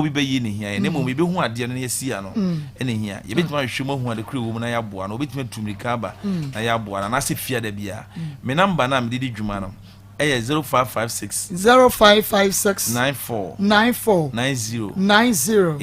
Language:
Akan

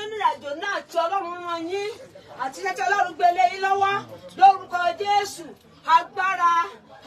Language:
Yoruba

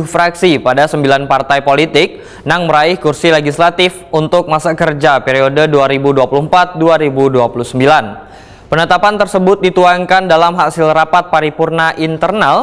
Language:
Banjar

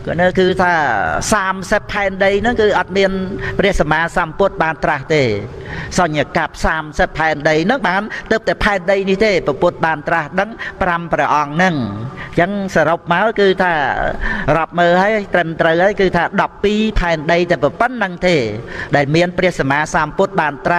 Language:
Khmer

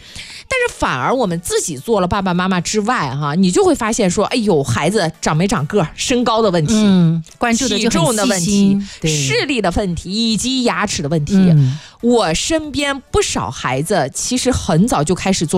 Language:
Chinese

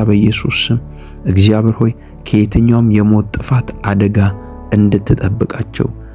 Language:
Amharic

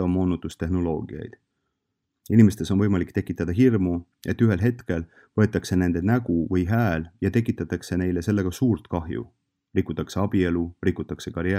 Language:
Estonian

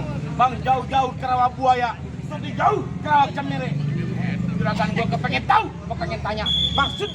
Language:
Betawi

